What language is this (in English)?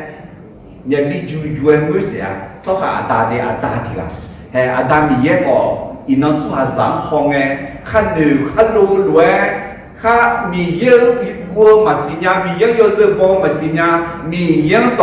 Akha